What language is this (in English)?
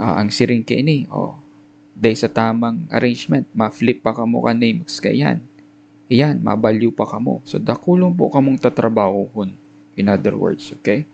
Bikol